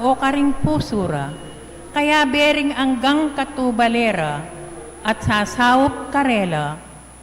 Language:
Pampanga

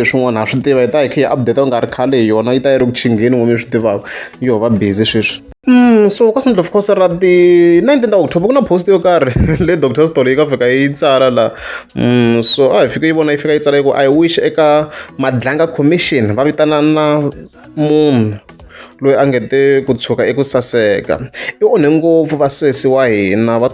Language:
Tsonga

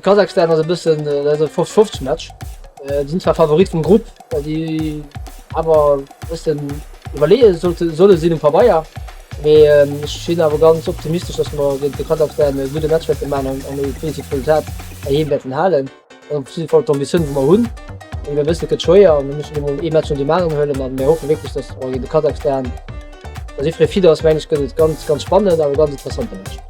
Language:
Luxembourgish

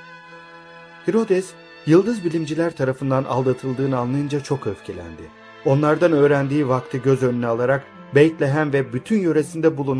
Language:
Turkish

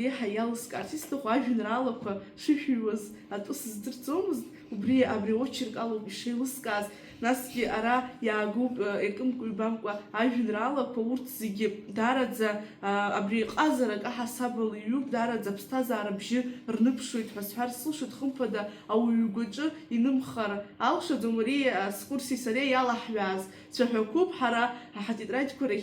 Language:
Abkhazian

